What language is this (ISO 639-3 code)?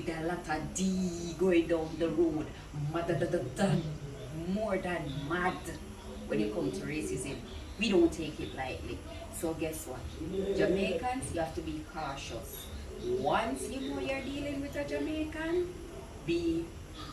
jam